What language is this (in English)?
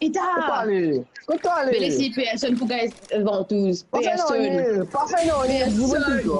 Morisyen